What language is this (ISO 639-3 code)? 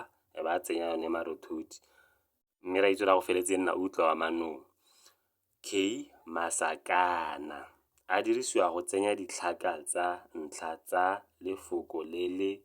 tsn